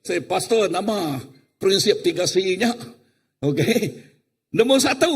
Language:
Iban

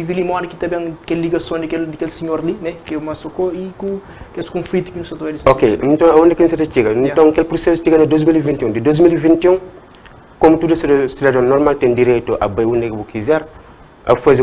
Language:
Kabuverdianu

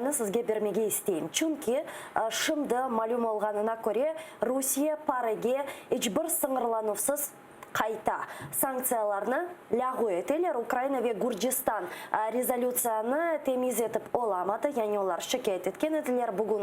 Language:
Crimean Tatar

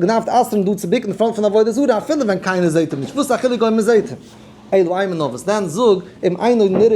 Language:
Yiddish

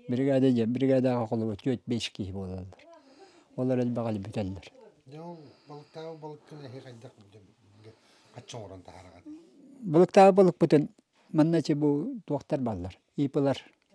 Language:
Yakut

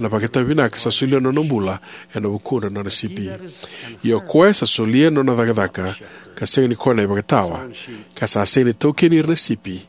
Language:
Fijian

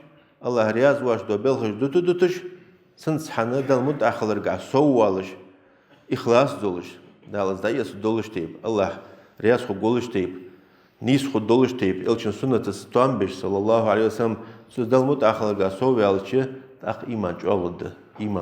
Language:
Ingush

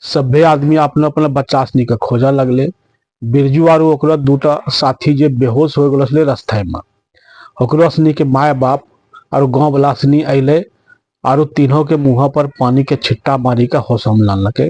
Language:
Angika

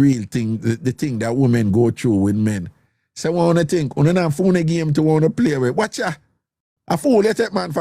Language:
Jamaican Creole English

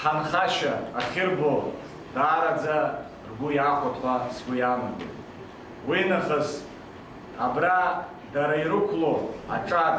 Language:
Abkhazian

